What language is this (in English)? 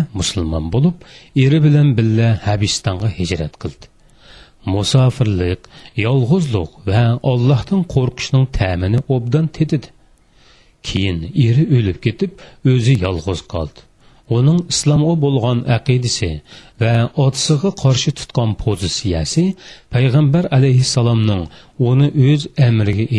Uyghur